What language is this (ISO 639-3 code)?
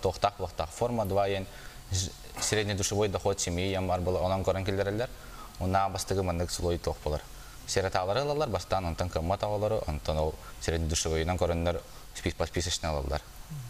sah